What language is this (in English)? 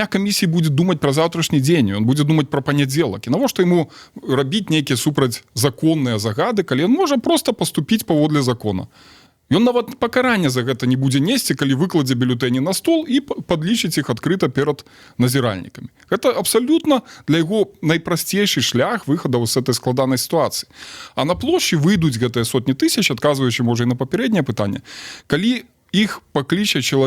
Belarusian